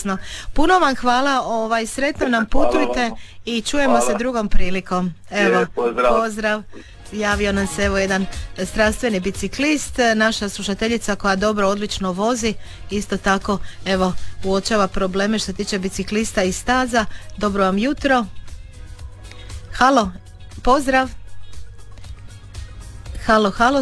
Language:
Croatian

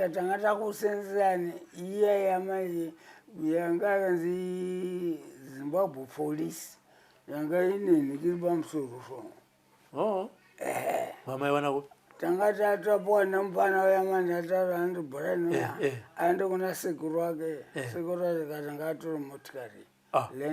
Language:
Shona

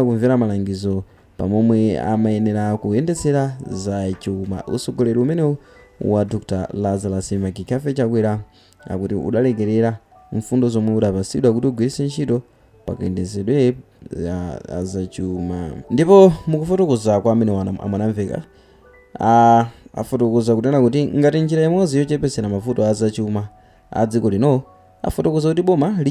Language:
Nyanja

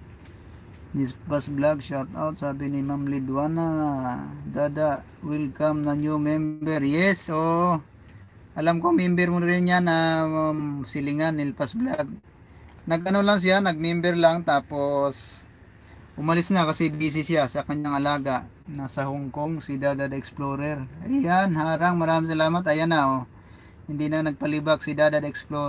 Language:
Filipino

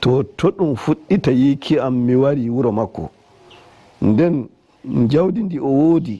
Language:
Nigerian Fulfulde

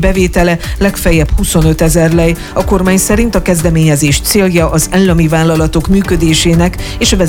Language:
Hungarian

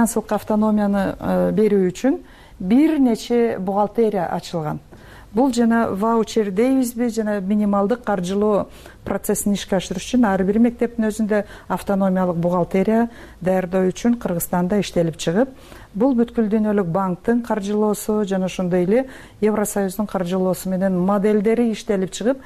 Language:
Kyrgyz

